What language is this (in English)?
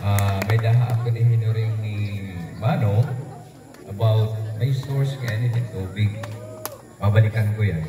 Waray